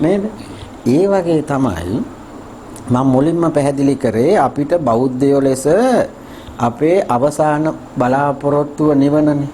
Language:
Sinhala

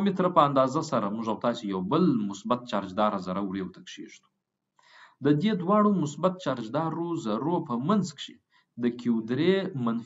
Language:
Pashto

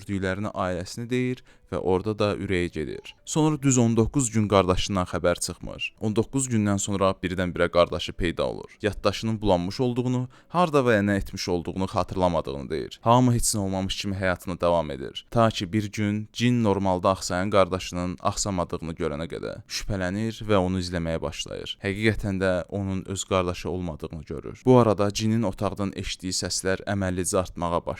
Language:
Azerbaijani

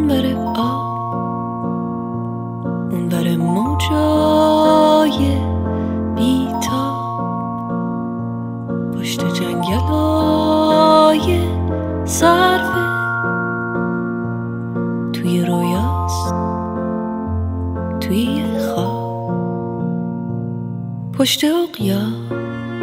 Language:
Persian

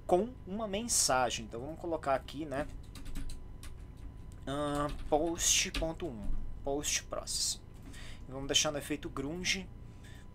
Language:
Portuguese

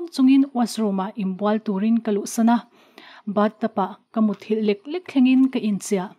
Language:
Mizo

